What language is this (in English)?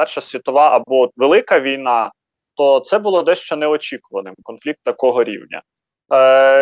Ukrainian